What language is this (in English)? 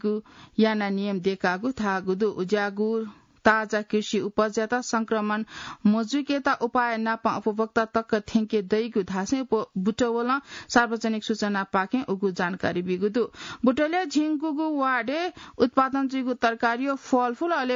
Newari